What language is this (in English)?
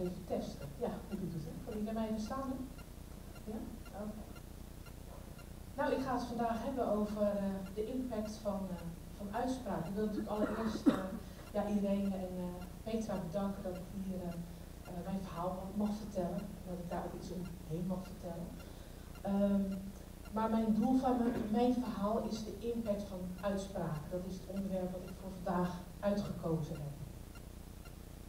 Dutch